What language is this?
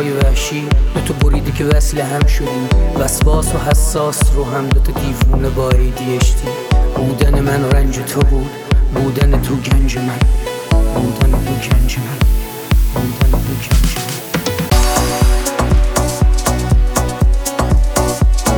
Persian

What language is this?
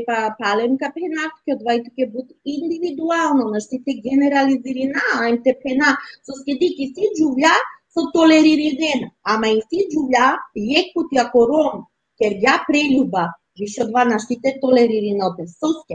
Balkan Romani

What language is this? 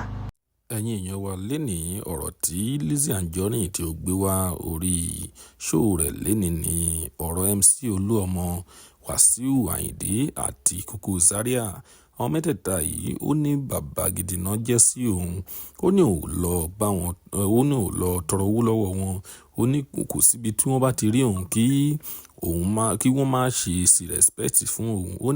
Yoruba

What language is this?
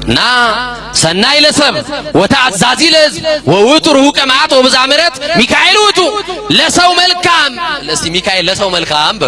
Amharic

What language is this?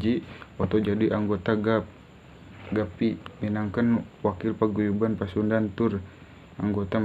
Sundanese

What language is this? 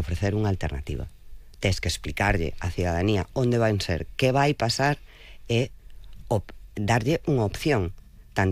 Galician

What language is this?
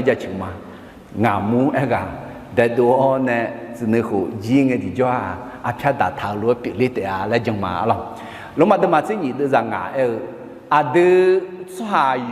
Akha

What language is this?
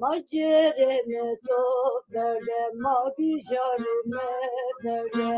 Zaza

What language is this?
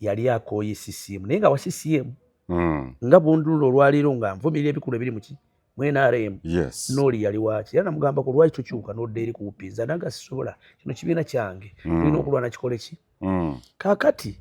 Ganda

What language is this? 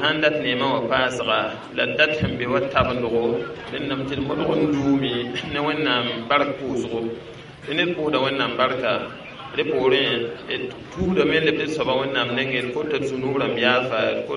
Mossi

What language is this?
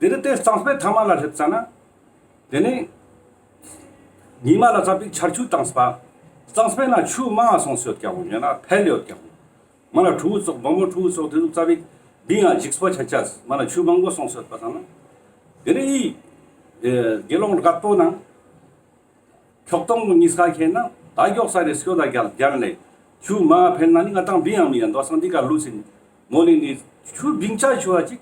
Ladakhi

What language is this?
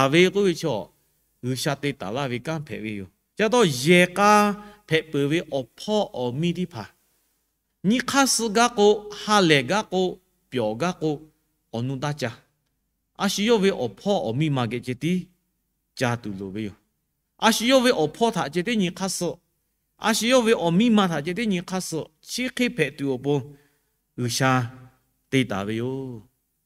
Lahu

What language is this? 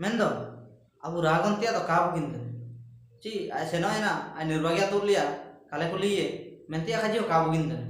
Ho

